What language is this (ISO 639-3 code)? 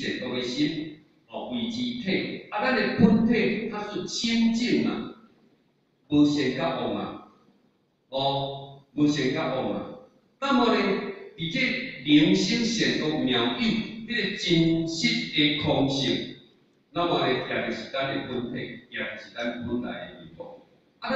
nan